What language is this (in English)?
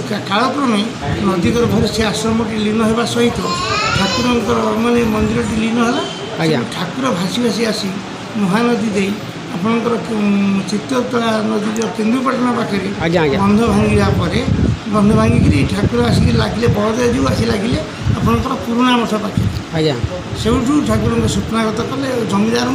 Odia